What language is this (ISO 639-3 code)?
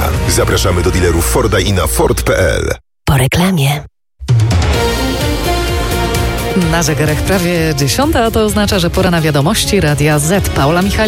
pol